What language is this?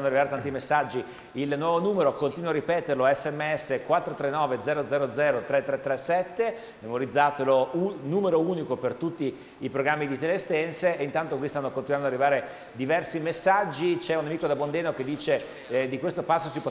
Italian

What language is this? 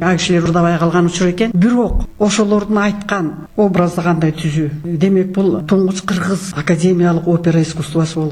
Kyrgyz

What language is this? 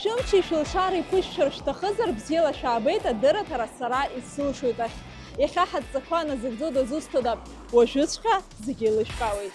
Abkhazian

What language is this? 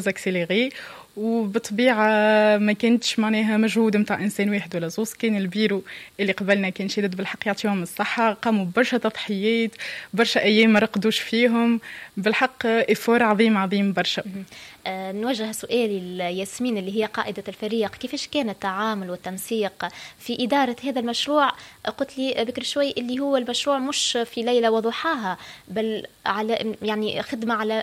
Tunisian Arabic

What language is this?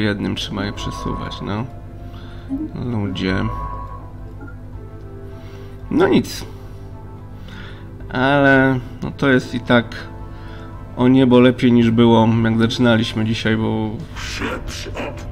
Polish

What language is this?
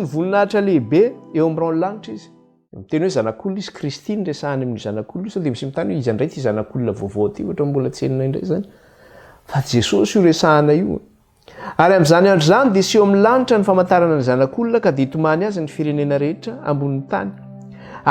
Malagasy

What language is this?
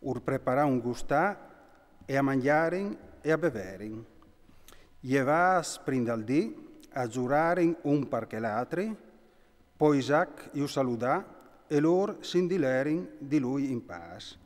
Friulian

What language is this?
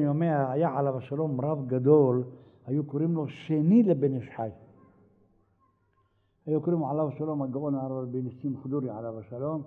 Hebrew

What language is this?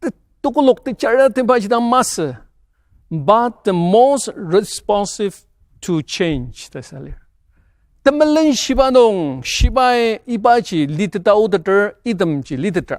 Ao Naga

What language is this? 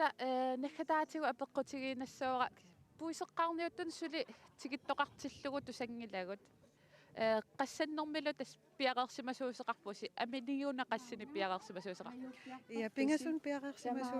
Kalaallisut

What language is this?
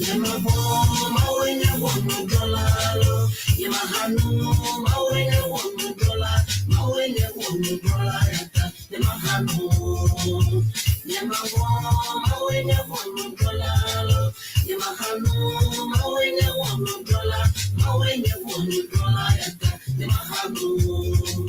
Ewe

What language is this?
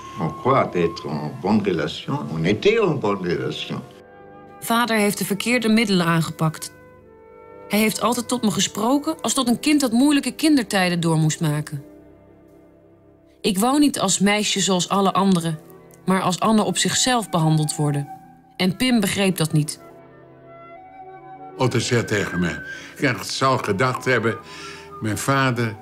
Dutch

